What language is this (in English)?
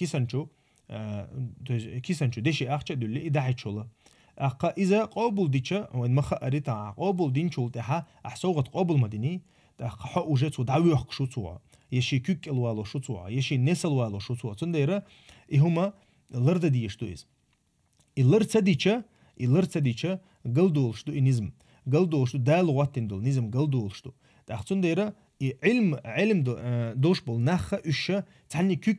Chechen